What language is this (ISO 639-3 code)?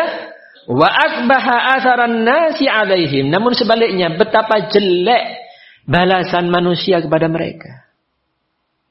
ind